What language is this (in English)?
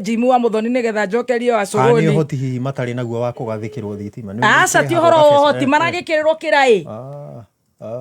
Kikuyu